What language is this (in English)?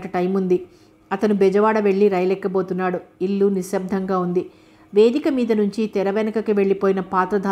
Telugu